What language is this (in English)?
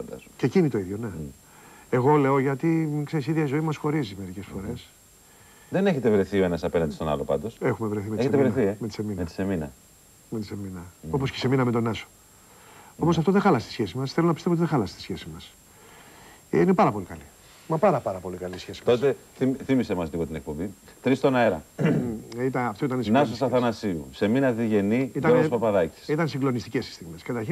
Greek